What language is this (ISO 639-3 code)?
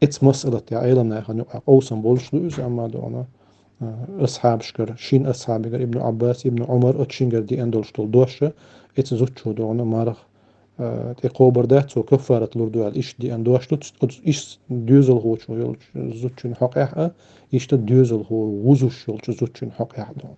che